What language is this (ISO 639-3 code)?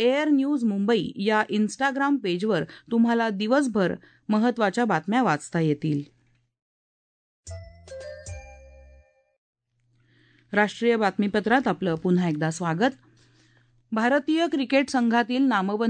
mar